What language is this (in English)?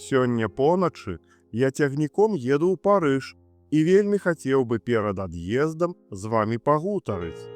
Belarusian